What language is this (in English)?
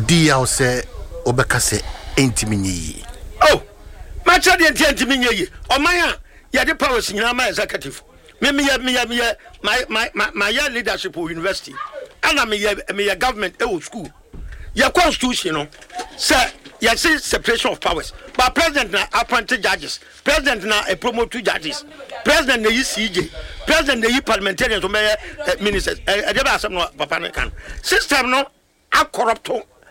Akan